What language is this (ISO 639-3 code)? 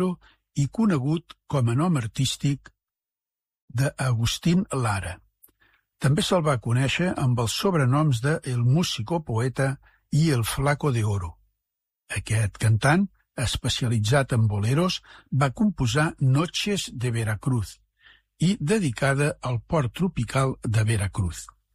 cat